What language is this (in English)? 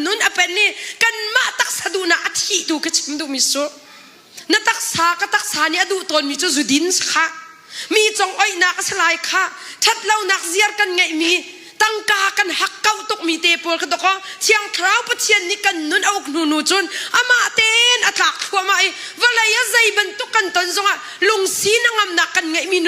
Hakha Chin